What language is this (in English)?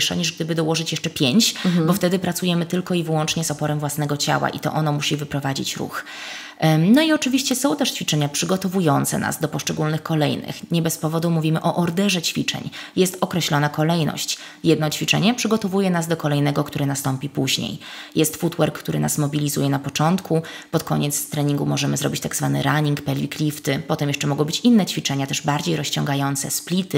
Polish